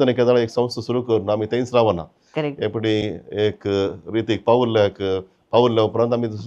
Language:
Konkani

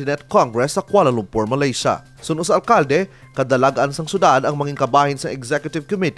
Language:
Hiligaynon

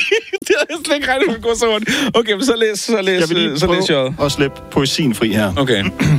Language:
Danish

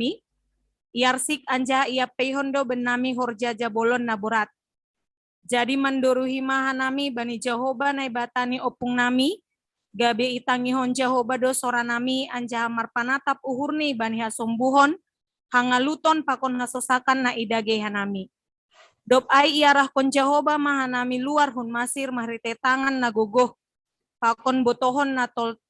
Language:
Batak Simalungun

